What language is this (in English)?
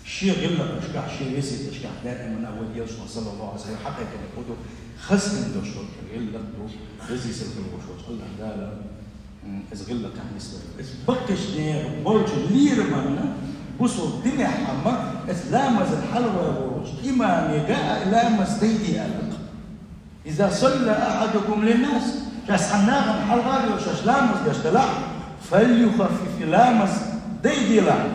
Chechen